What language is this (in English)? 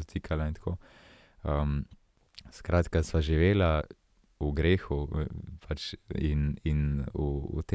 Slovenian